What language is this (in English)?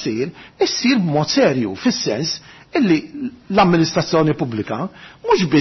Maltese